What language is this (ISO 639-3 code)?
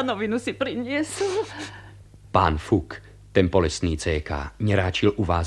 slk